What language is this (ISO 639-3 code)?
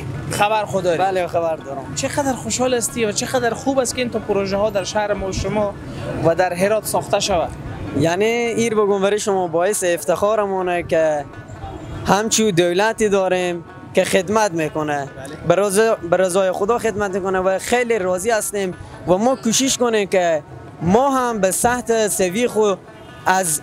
fas